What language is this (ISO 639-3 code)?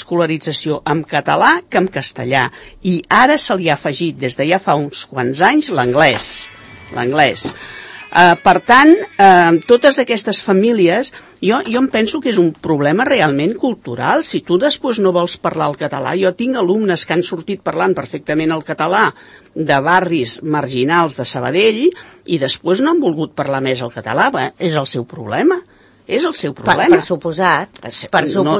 cat